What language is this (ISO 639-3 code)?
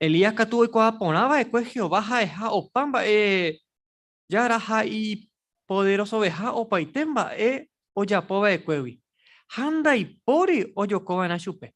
grn